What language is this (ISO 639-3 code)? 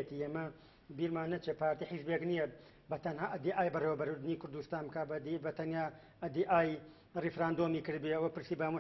ckb